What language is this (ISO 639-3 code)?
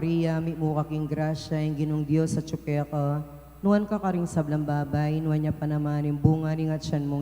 pam